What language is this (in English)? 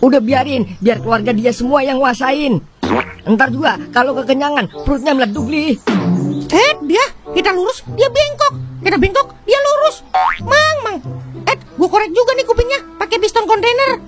Betawi